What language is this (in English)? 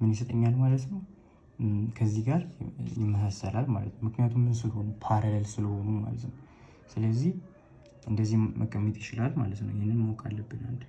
Amharic